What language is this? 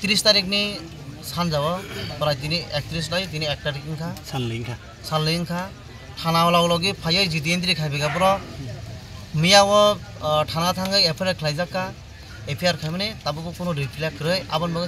Kok Borok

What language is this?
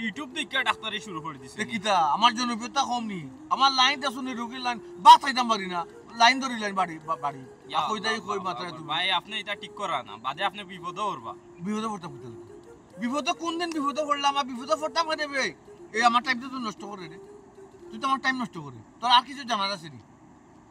Sylheti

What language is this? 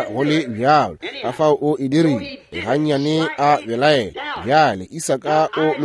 Northern Sotho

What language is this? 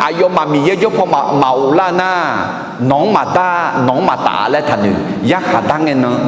Akha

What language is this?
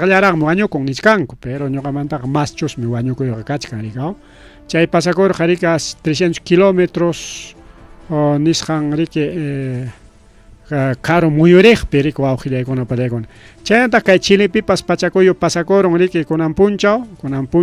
Ayacucho Quechua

